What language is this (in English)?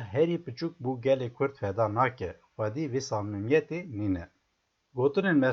Kurdish